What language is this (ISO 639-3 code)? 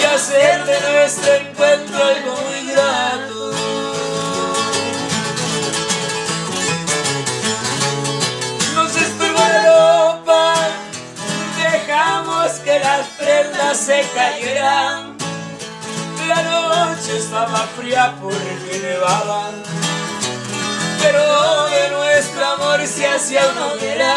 spa